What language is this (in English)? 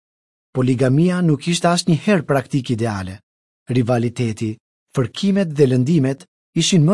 Albanian